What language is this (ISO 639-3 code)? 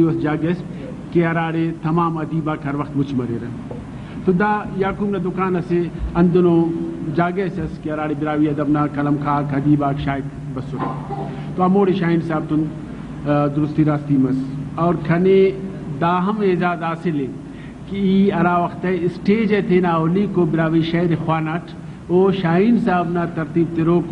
brh